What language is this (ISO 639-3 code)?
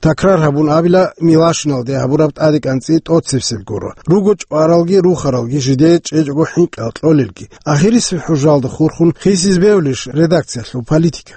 ava